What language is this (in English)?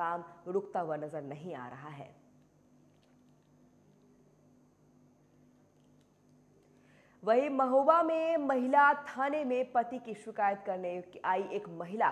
Hindi